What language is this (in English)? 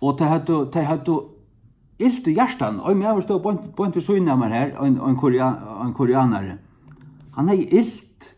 Faroese